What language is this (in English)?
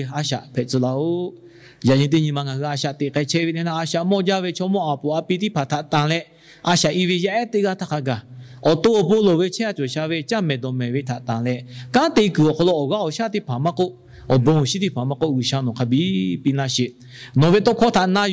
Lahu